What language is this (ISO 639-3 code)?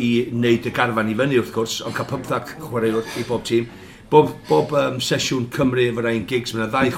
cym